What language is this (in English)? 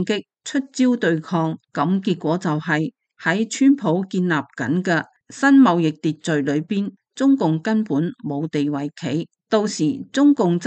Cantonese